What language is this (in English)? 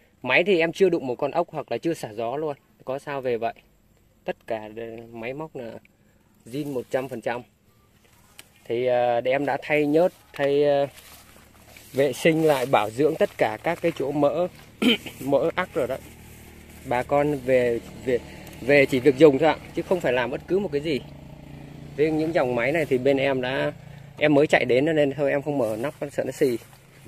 Vietnamese